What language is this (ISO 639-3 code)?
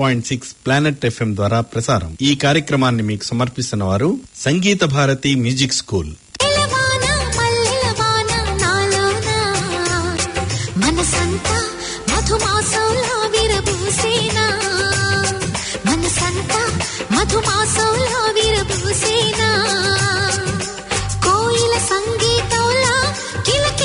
tel